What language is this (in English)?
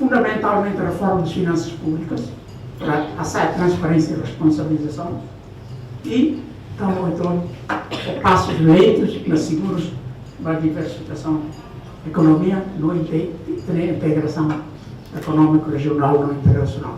Tetum